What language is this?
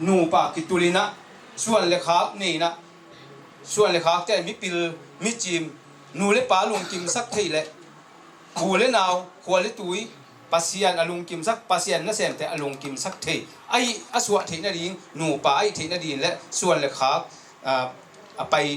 Tedim Chin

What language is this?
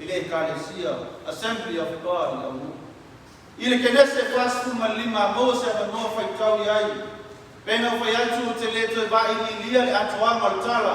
Samoan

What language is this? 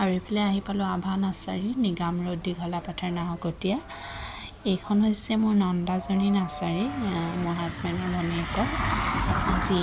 Assamese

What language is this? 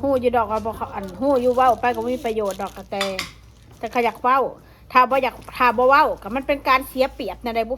Northeastern Thai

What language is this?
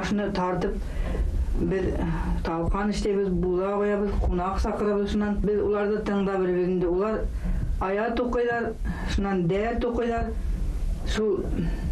Bashkir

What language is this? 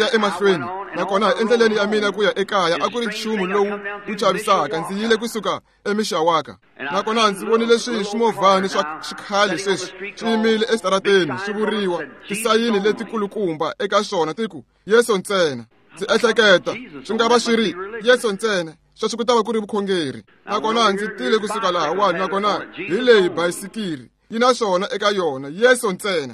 Tsonga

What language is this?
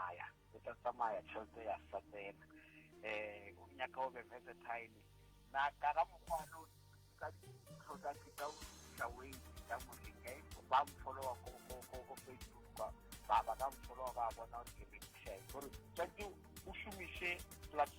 Northern Sotho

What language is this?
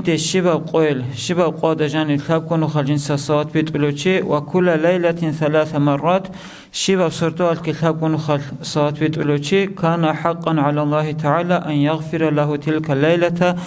Avaric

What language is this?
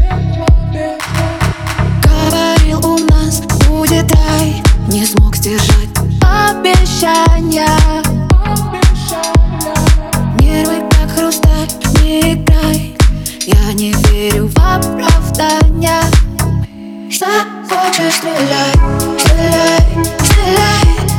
Russian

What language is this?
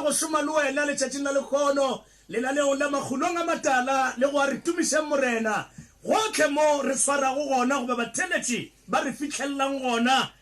Southern Sotho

